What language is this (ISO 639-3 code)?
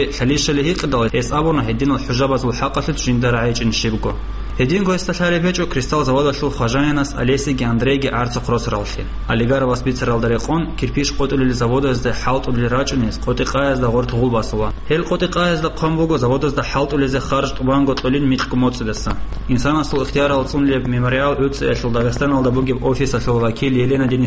ava